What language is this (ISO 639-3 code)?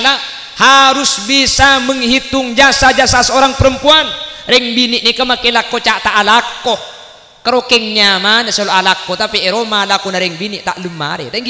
mad